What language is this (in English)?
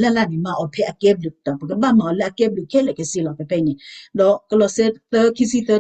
S'gaw Karen